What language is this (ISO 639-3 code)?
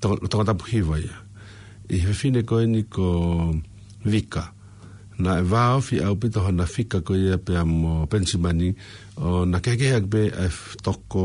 ton